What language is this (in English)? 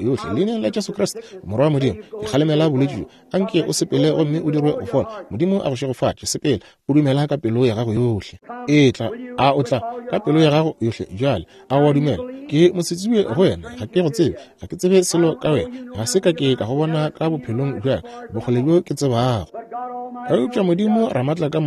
Northern Sotho